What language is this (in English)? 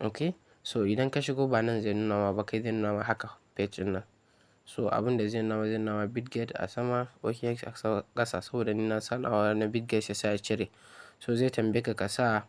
Hausa